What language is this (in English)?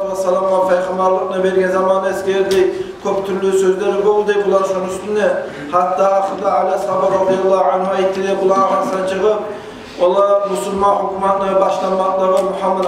Kumyk